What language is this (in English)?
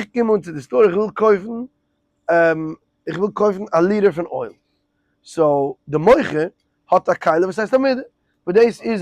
Yiddish